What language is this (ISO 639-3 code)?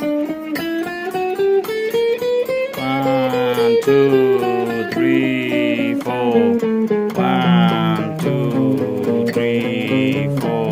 ksw